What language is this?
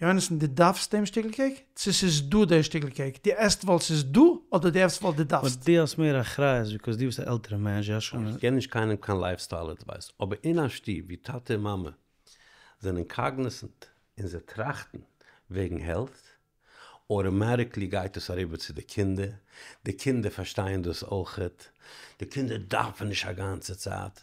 Yiddish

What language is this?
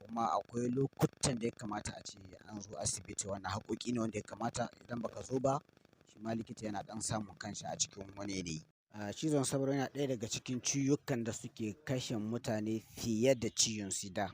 Hausa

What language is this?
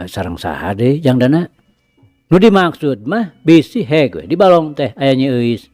Sundanese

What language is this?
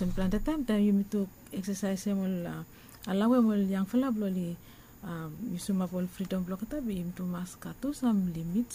Bislama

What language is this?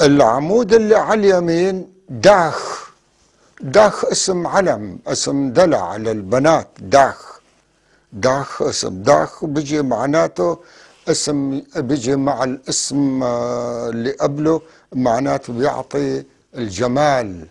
North Levantine Arabic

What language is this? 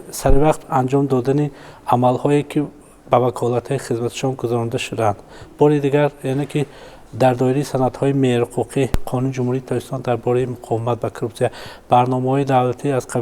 Tajik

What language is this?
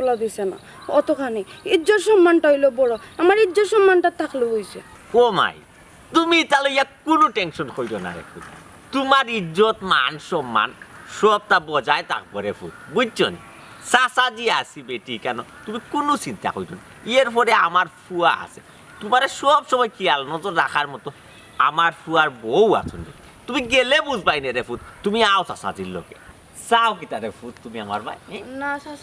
Sylheti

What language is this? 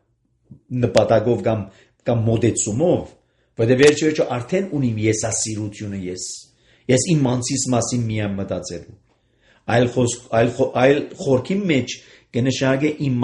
Armenian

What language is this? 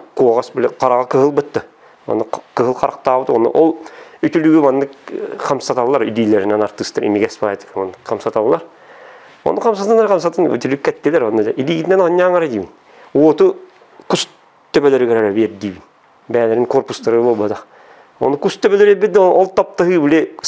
Yakut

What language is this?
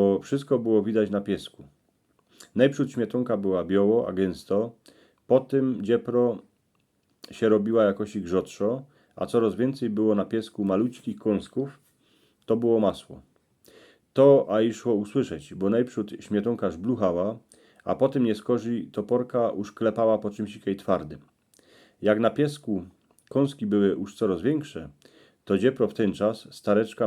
Silesian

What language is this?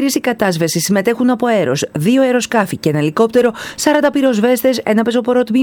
Greek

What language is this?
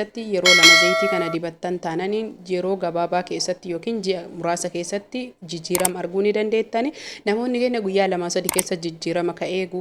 Oromo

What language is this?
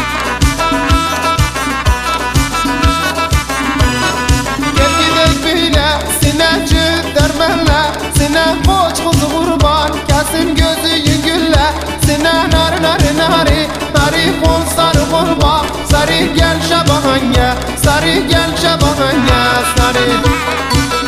Turkish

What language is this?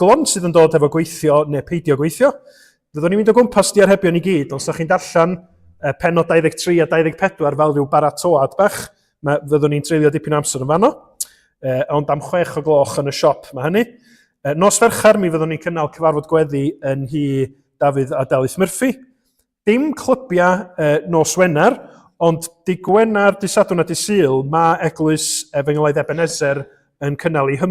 Welsh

